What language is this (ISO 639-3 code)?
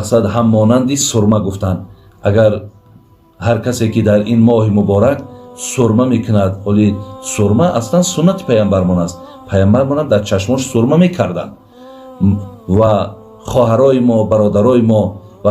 tgk